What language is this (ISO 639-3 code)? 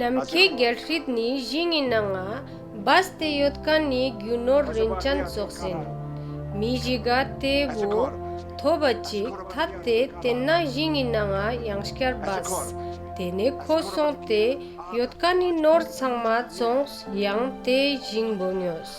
lbj